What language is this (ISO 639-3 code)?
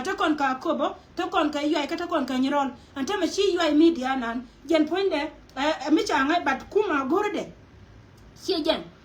nus